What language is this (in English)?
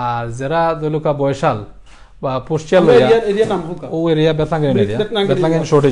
Sylheti